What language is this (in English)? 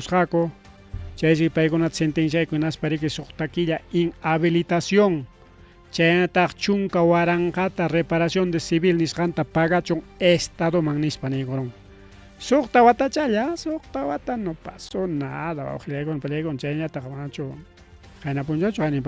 Ayacucho Quechua